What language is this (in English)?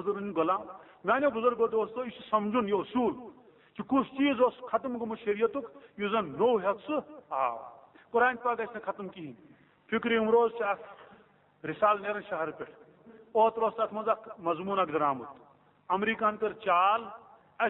Kashmiri